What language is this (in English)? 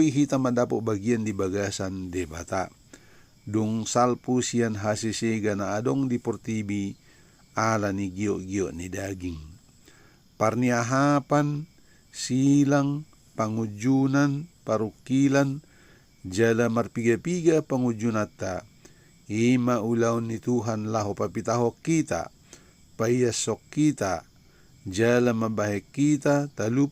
Batak Toba